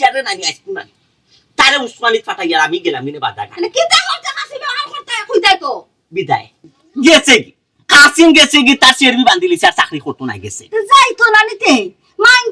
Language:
Sylheti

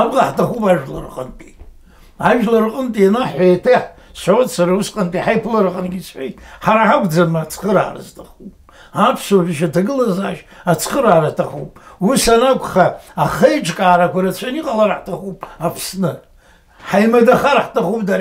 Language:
Abkhazian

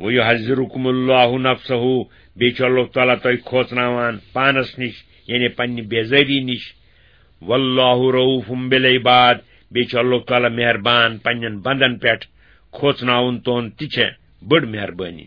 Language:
Kashmiri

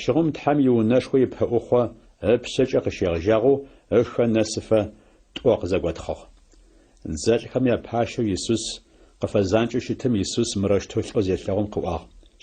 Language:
Adyghe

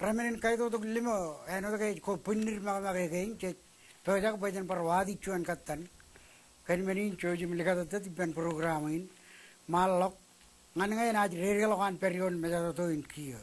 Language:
Marshallese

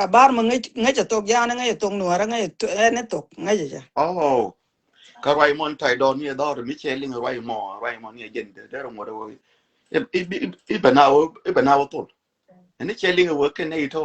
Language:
Nuer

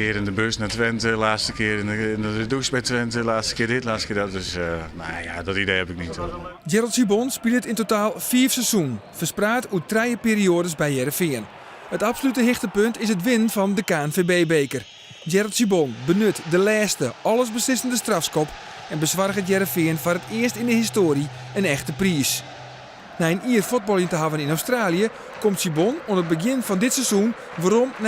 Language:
Western Frisian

